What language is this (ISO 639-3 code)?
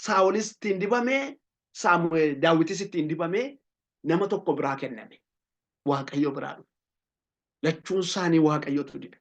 orm